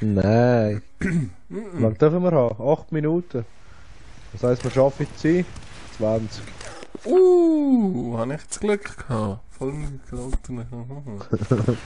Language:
Swiss German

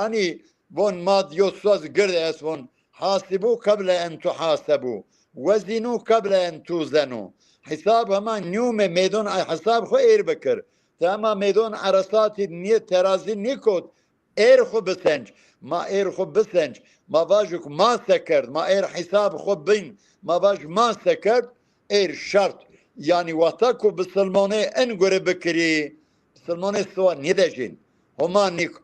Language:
Zaza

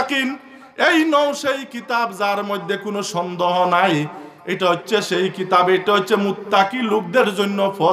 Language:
Sylheti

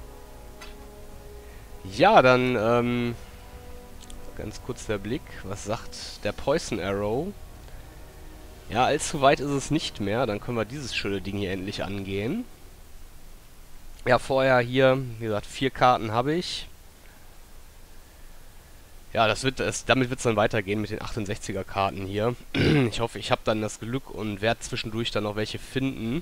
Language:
German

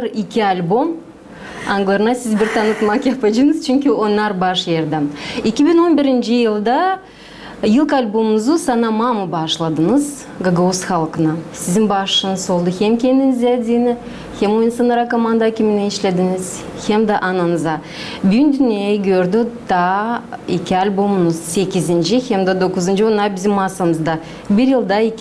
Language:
Gagauz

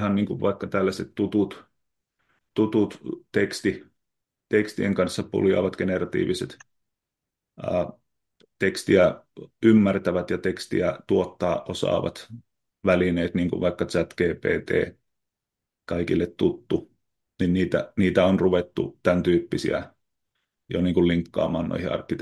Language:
Finnish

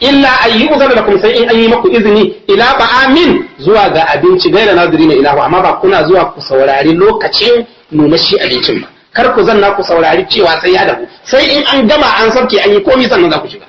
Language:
Hausa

